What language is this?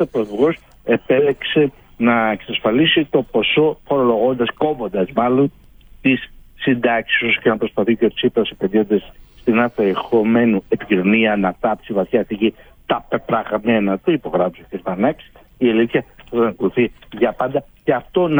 Greek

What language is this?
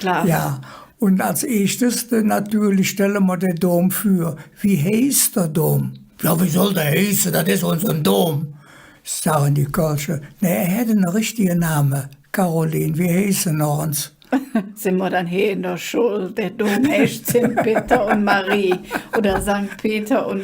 Colognian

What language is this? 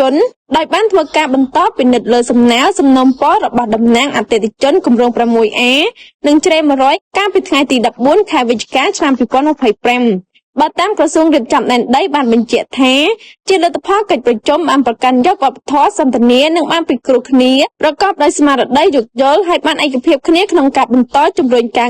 Khmer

